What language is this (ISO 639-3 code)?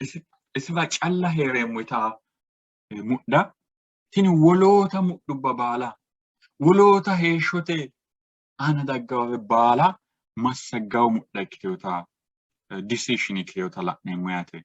sid